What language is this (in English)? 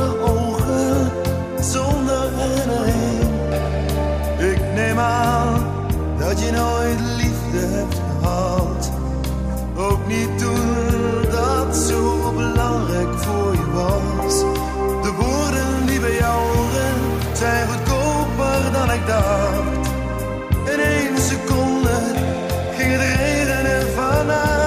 Dutch